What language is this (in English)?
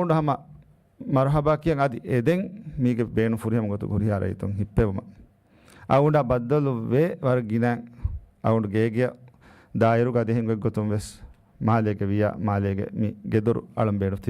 Divehi